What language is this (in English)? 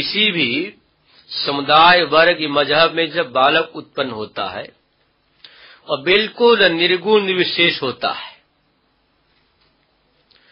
Hindi